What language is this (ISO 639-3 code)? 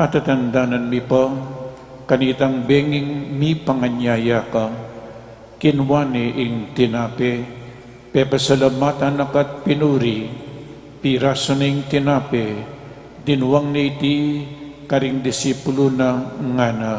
pam